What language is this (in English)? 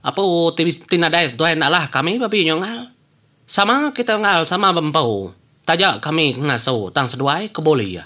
Iban